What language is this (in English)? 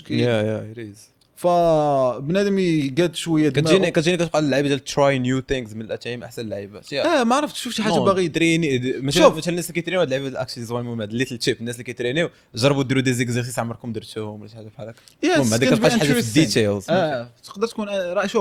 Moroccan Arabic